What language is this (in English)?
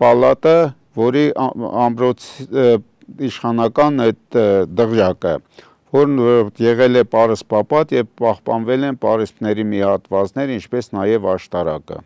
Armenian